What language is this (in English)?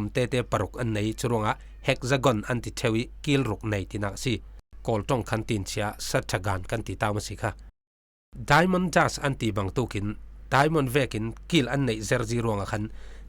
Falam Chin